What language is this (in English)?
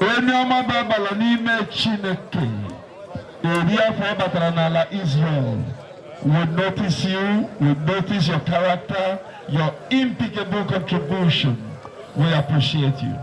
Igbo